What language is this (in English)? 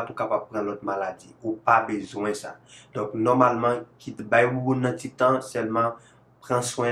Haitian Creole